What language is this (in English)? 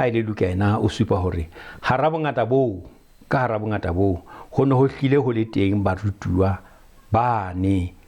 Southern Sotho